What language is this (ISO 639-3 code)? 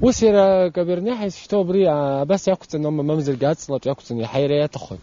abk